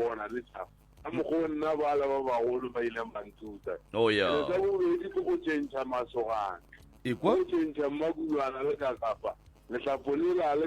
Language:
Northern Sotho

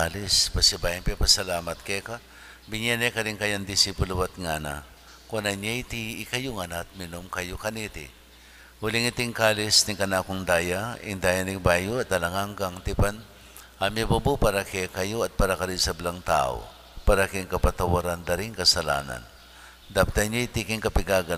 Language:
Pampanga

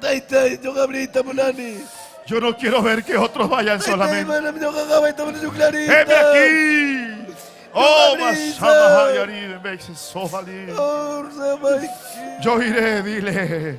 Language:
Ayacucho Quechua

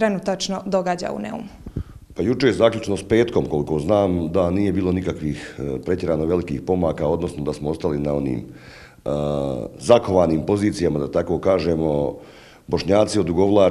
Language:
Croatian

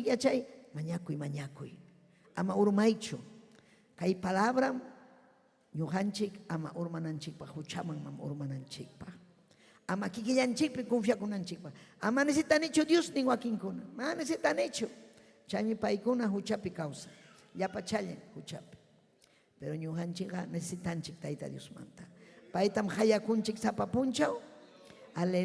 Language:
Ayacucho Quechua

